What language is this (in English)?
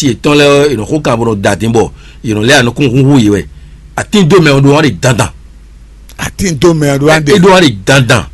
Fon